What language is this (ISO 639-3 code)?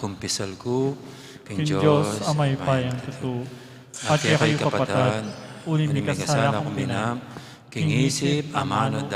pam